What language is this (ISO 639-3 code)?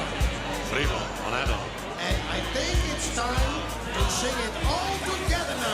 fry